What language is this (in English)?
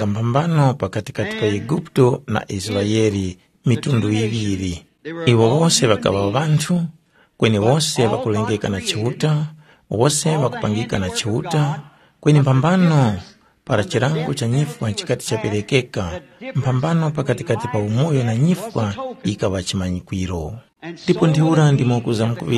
Tumbuka